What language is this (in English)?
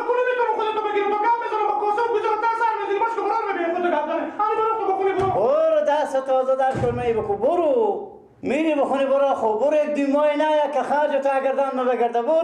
Persian